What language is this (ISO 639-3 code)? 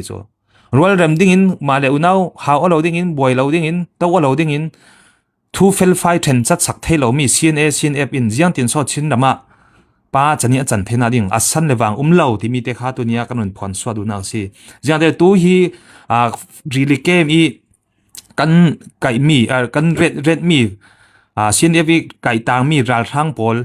cfm